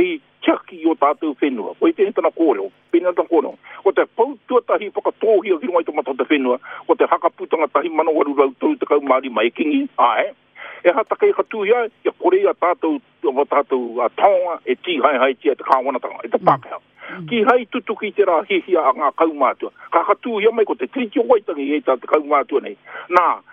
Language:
Māori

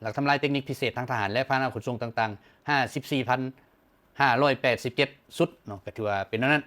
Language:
Lao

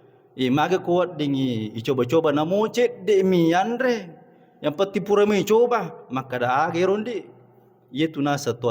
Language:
Buginese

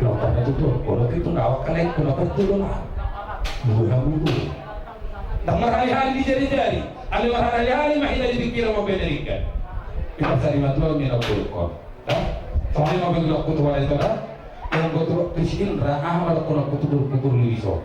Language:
Batak Toba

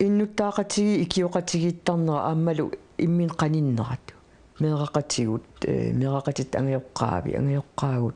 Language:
Kalaallisut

